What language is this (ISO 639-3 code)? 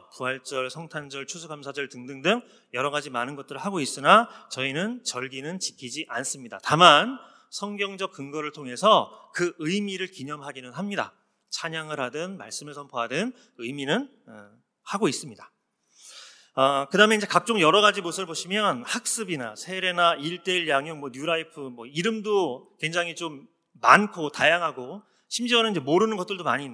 kor